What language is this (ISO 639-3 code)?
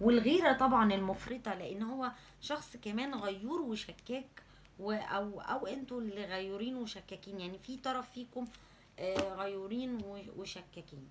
arz